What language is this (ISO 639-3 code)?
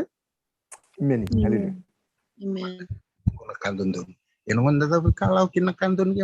fij